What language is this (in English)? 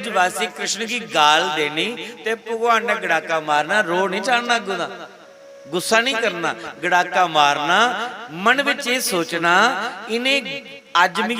Dogri